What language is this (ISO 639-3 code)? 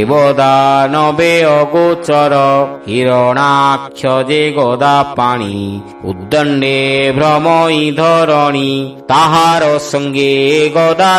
ori